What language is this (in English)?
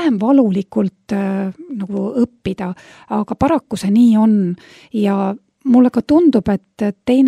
Estonian